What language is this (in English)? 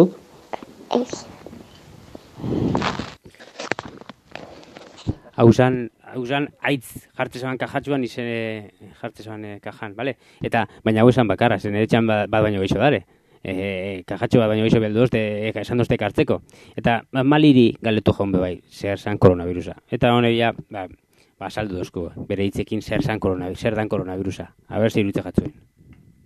Basque